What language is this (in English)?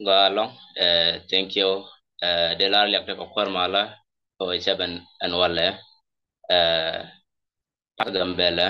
Nuer